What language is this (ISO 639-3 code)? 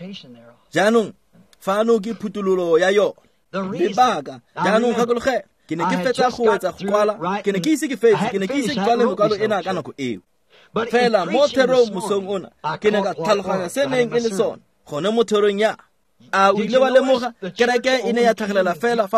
tsn